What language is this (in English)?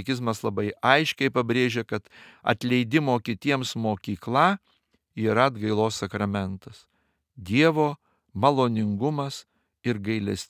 Lithuanian